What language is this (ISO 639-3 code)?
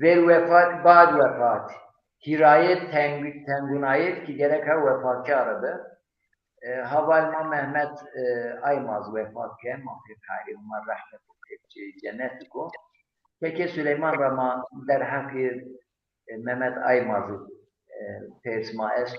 zza